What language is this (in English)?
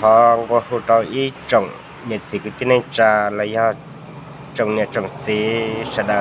Hmong